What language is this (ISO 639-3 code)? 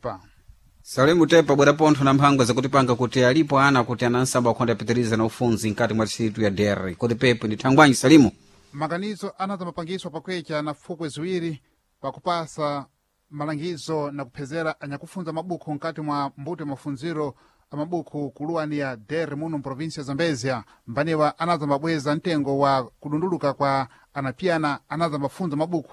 seh